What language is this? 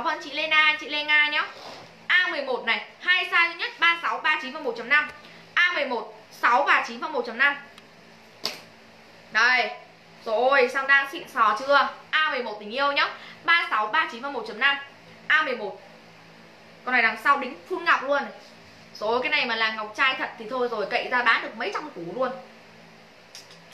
Vietnamese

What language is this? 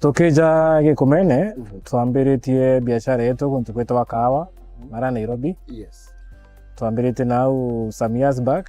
Meru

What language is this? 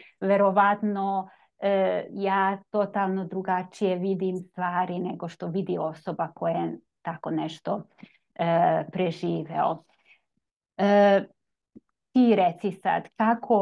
Serbian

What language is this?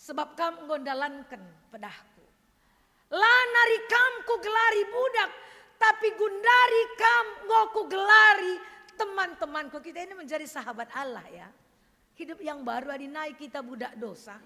Batak Karo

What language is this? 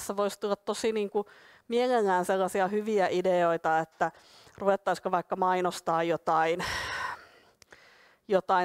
Finnish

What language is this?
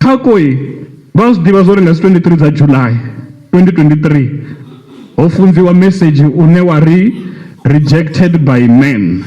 Venda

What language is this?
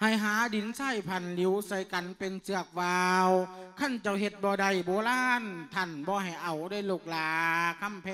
Lao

